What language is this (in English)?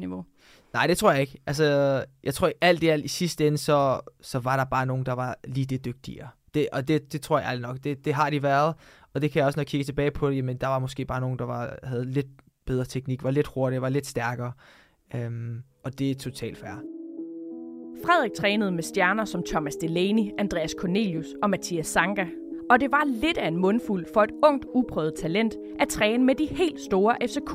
Danish